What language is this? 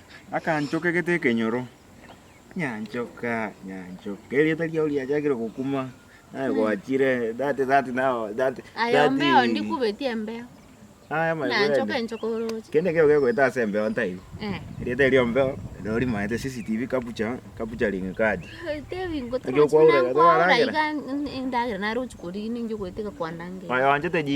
Gusii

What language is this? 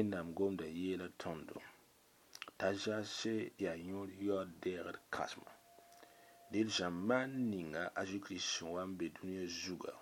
Mossi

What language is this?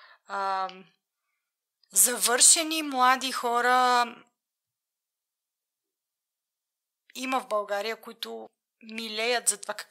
Bulgarian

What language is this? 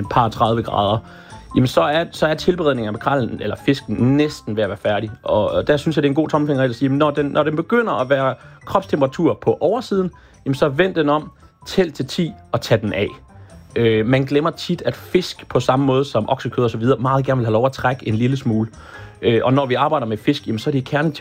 Danish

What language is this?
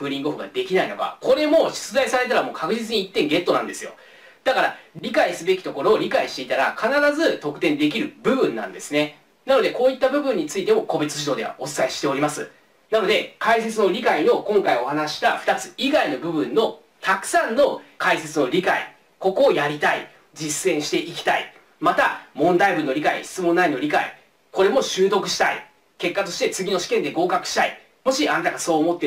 Japanese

